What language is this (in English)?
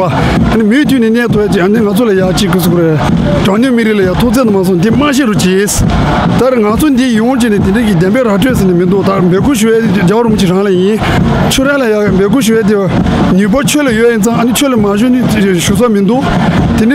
Tibetan